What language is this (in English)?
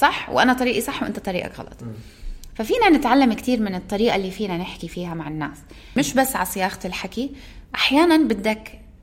North Levantine Arabic